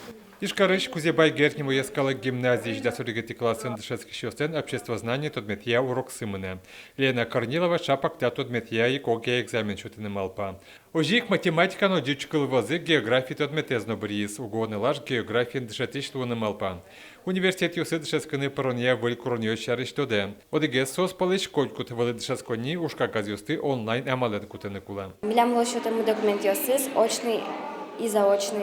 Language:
Udmurt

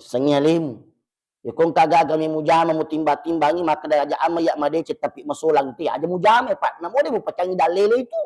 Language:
Buginese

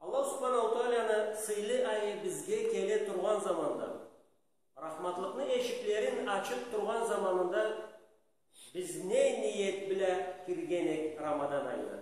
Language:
Karachay-Balkar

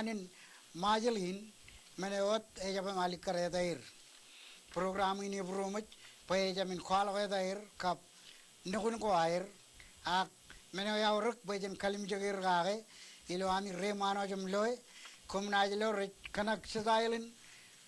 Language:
Marshallese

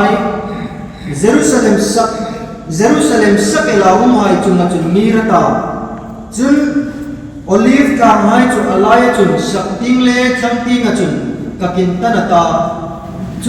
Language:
Hmar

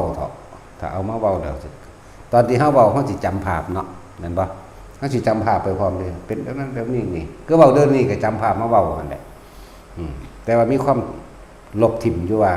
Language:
Northeastern Thai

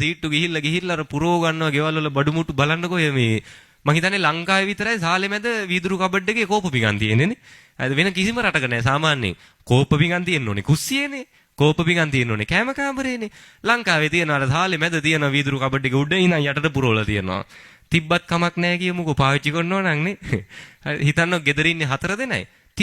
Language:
Sinhala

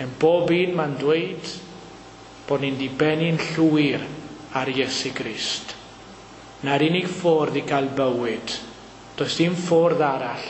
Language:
Welsh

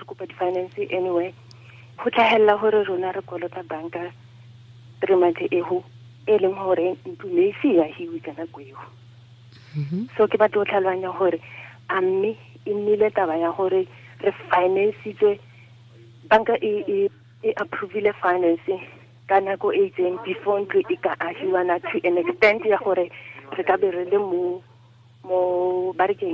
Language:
Tswana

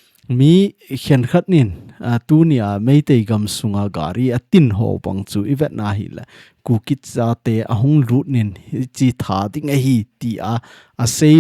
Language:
Thado Chin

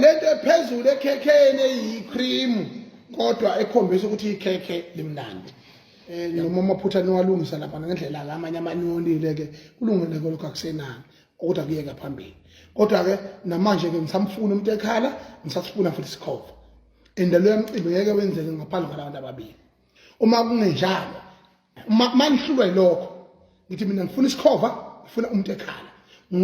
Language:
Zulu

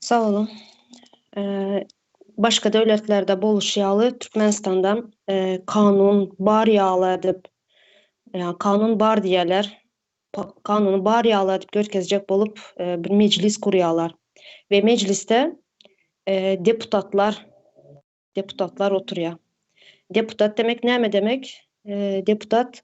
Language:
Turkmen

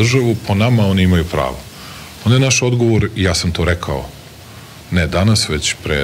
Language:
Serbian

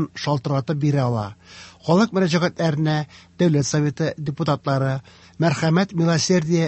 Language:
Tatar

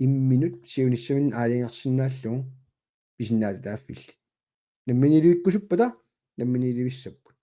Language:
Kalaallisut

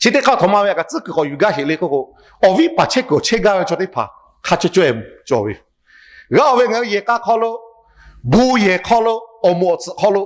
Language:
Lahu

